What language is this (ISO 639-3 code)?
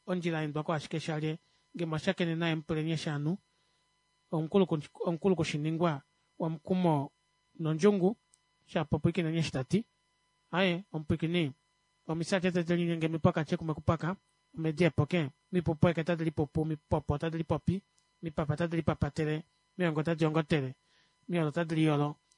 kua